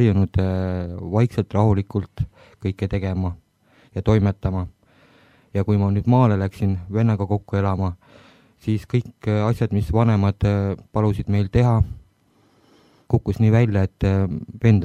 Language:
Estonian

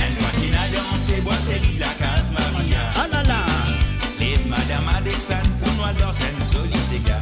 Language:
Morisyen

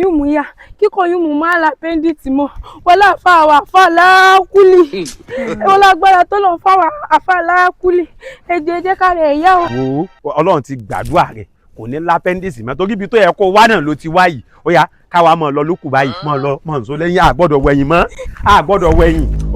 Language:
Yoruba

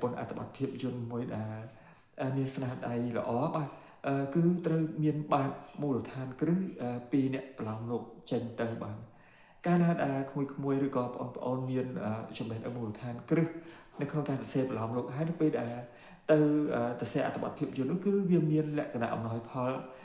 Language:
Khmer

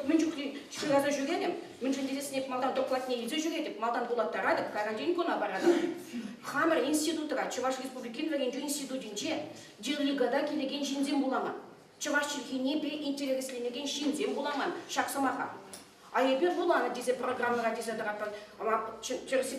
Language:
Chuvash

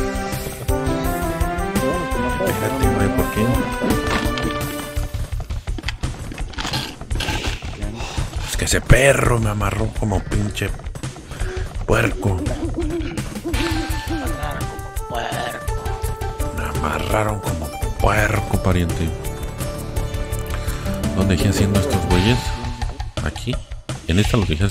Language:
Spanish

